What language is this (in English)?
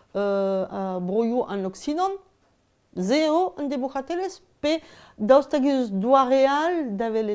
Breton